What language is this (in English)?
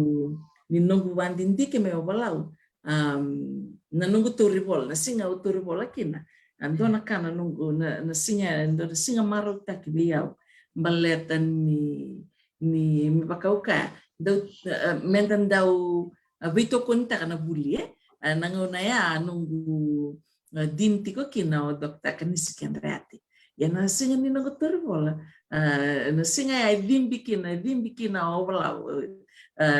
Fijian